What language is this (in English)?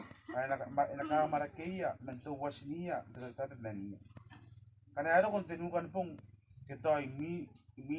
Gilbertese